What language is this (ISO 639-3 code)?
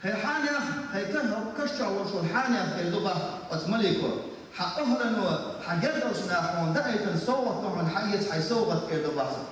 che